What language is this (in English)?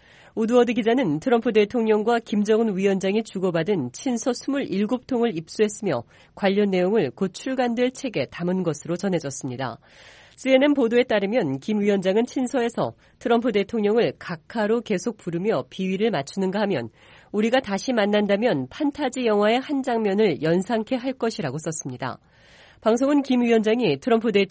Korean